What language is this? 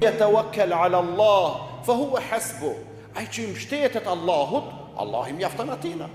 Albanian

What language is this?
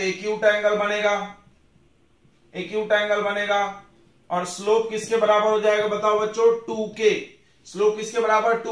Hindi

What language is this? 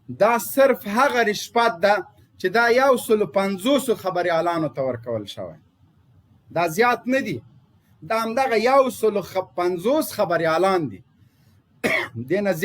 Pashto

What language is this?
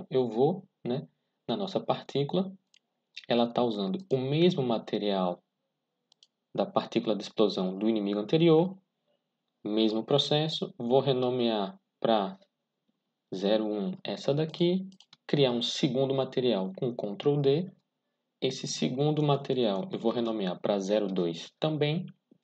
Portuguese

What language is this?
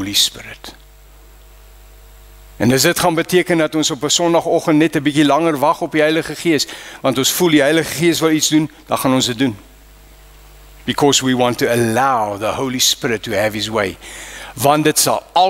Afrikaans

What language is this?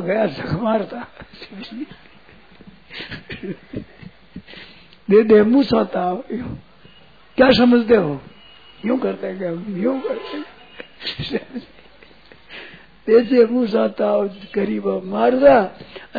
Hindi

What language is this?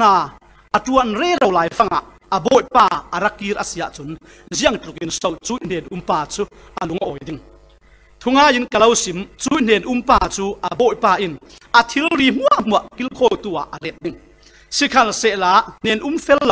Falam Chin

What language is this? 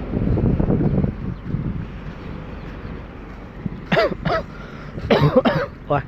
Lao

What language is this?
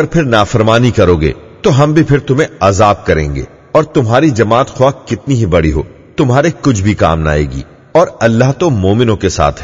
Urdu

